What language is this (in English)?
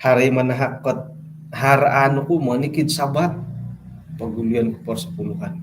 Central Dusun